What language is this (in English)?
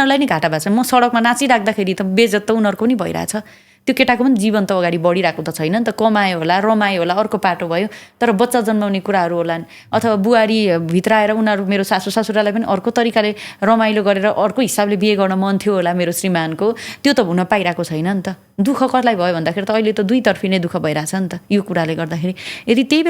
Nepali